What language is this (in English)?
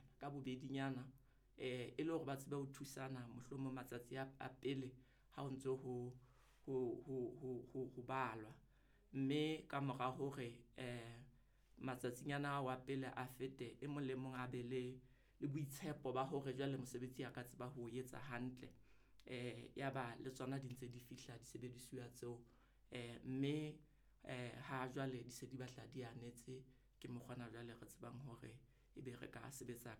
Southern Sotho